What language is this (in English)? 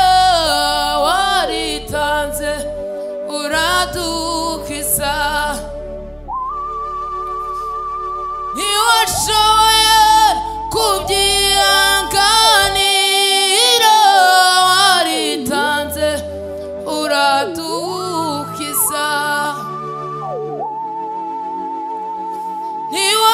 Kinyarwanda